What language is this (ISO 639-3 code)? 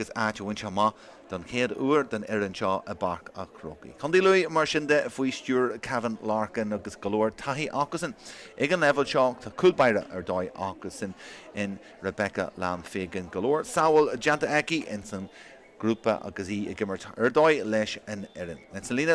gle